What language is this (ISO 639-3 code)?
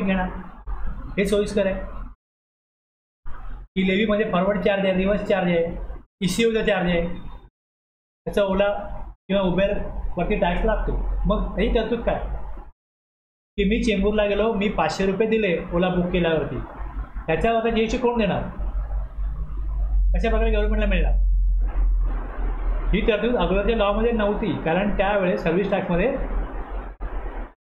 mar